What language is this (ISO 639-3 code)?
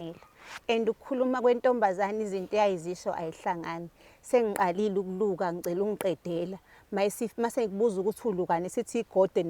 zul